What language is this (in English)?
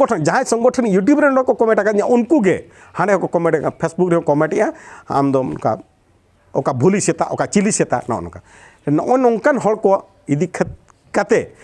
Santali